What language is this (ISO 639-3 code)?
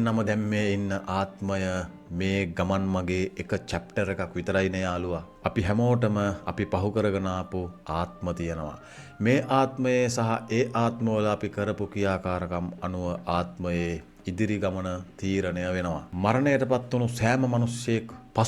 sin